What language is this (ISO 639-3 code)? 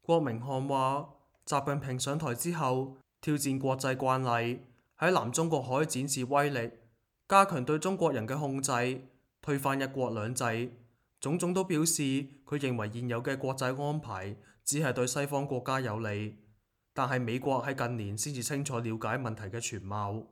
yue